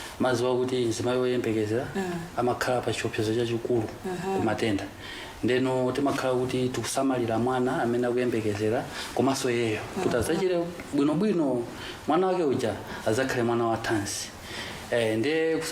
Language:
Nyanja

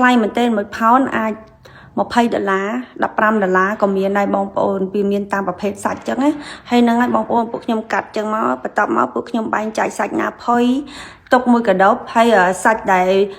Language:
Khmer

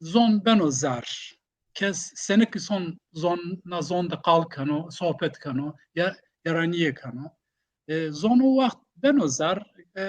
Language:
Zaza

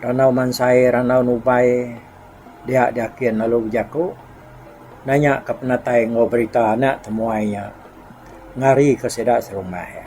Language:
Iban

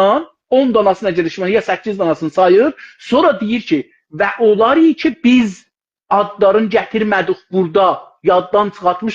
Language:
South Azerbaijani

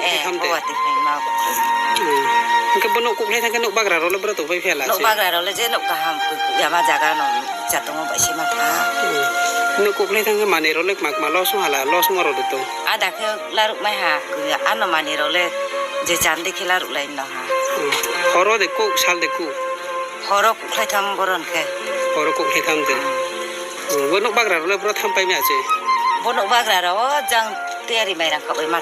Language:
Riang (India)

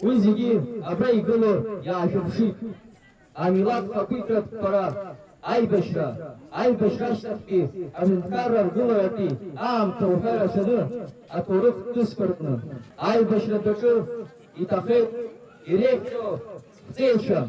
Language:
Abkhazian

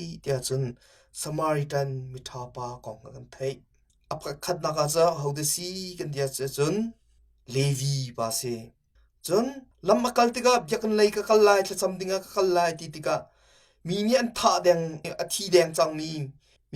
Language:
Hakha Chin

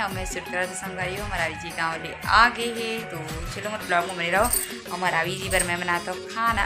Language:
Chhattisgarhi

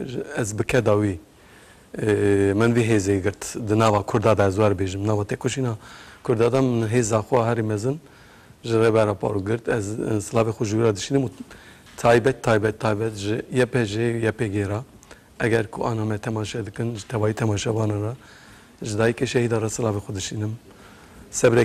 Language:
Kurdish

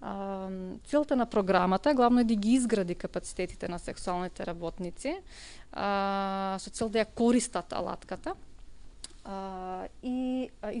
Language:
Macedonian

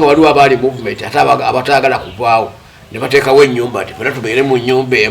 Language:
Ganda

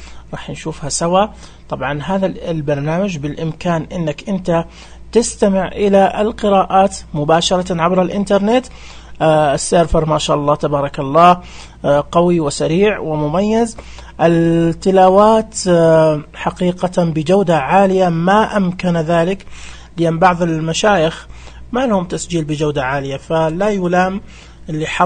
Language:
Najdi Arabic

